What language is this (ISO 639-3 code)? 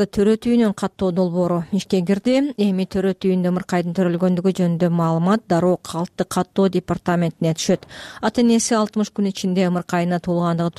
kir